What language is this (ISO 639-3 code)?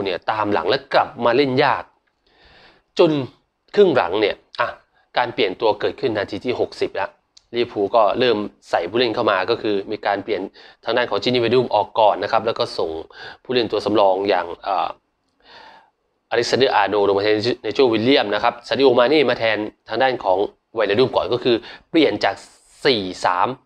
tha